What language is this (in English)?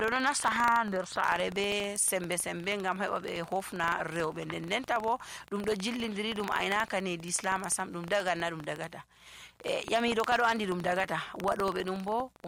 Nigerian Fulfulde